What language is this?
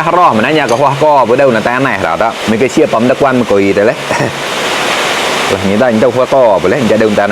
Mon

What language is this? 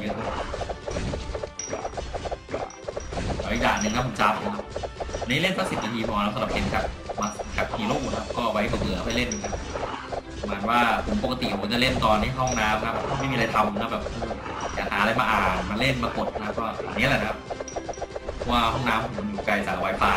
Thai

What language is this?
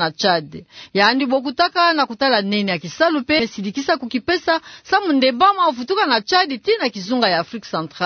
Kituba (Democratic Republic of Congo)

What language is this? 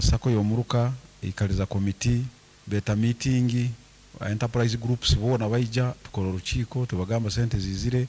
Nyankole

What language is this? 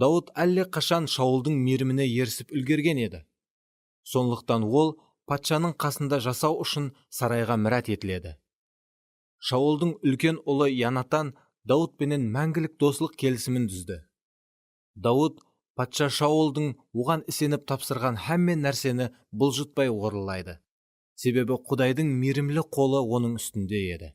Kara-Kalpak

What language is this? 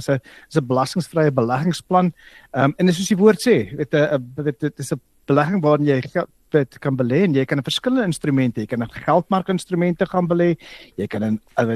Afrikaans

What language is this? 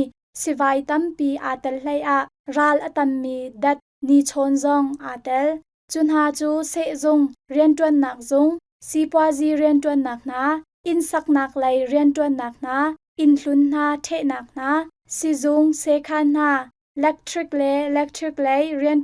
Hakha Chin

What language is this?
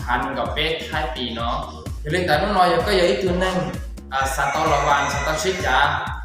Hmong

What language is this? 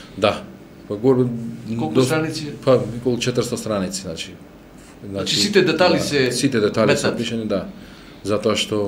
Macedonian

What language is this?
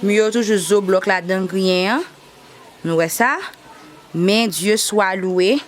Haitian Creole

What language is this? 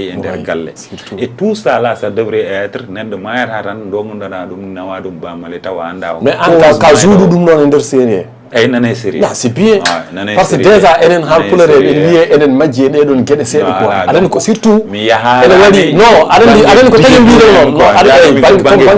Fula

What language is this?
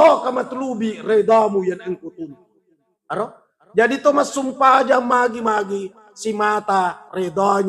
Buginese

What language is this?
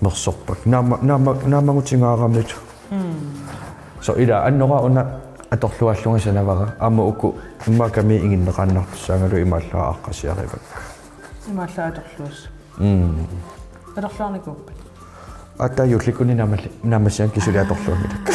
Kalaallisut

